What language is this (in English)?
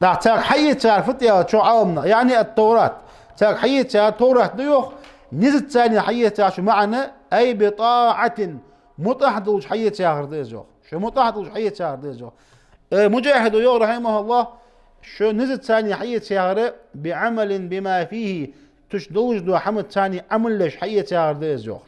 Ingush